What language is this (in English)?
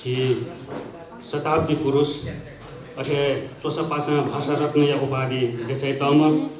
Newari